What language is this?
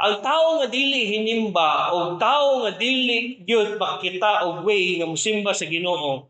Cebuano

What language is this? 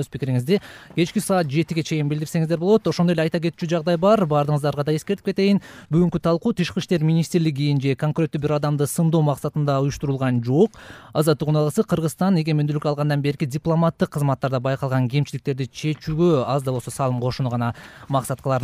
Kyrgyz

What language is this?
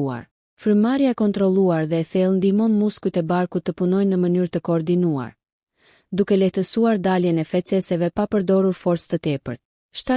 Albanian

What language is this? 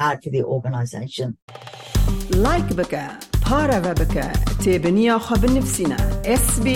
Kurdish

